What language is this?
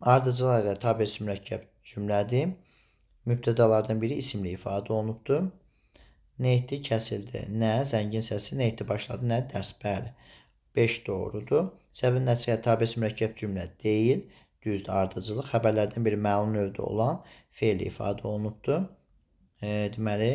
Azerbaijani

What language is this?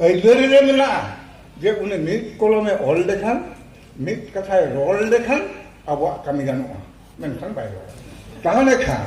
Santali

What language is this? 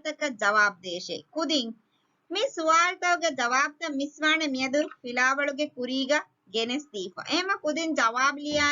Divehi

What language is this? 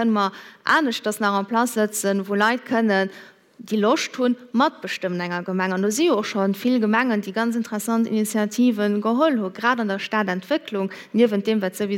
Luxembourgish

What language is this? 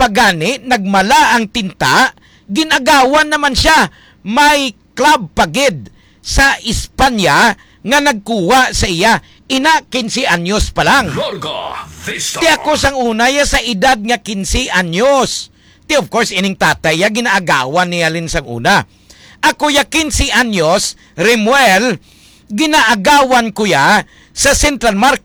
Hiligaynon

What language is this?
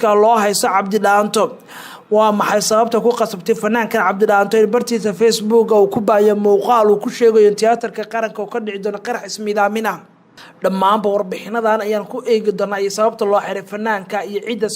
Somali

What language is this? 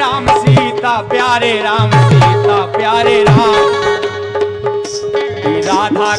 Hindi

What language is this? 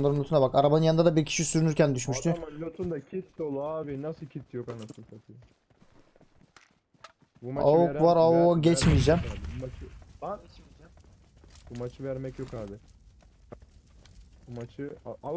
Turkish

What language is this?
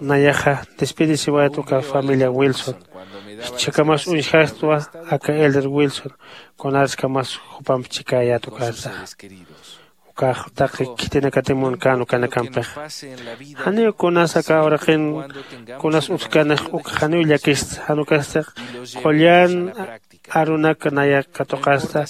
Aymara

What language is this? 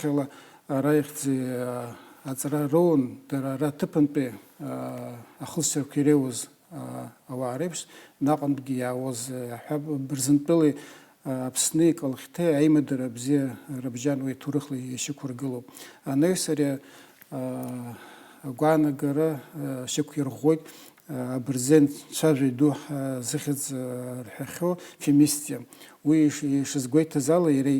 Abkhazian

